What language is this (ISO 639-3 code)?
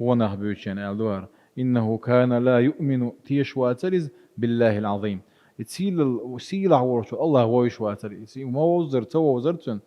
che